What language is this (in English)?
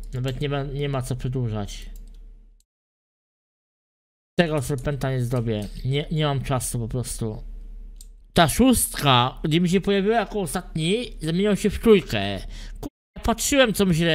Polish